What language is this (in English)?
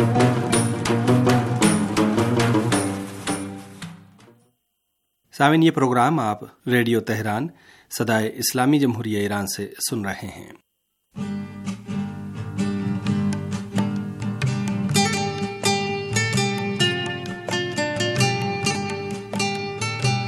Urdu